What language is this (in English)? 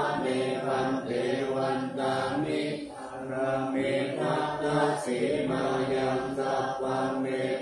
Pali